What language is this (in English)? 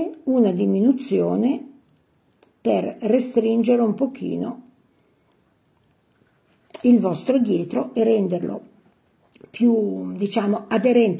Italian